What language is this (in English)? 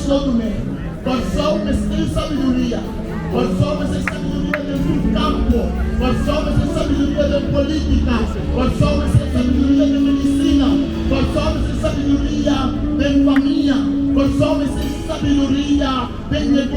Papiamento